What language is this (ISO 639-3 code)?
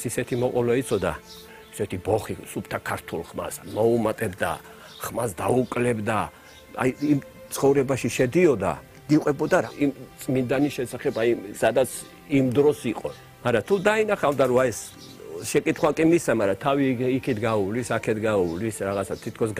kat